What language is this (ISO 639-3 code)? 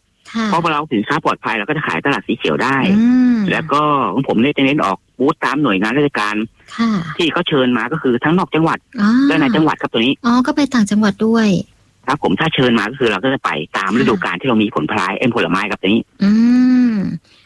tha